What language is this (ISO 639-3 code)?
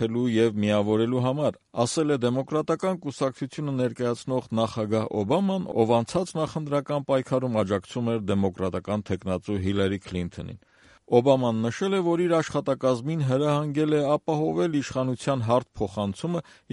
hye